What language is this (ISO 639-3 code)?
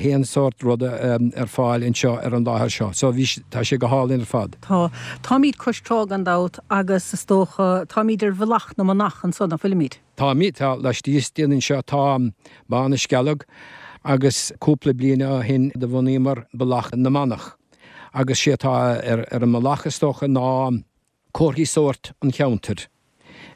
gle